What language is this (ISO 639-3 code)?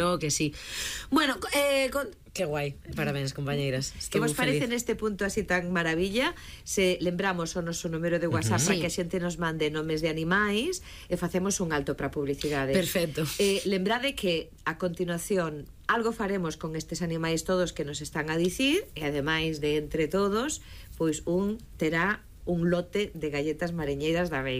glg